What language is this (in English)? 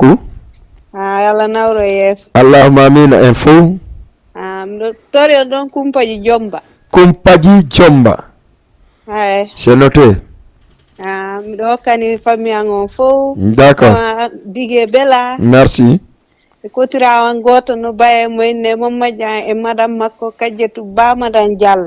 Fula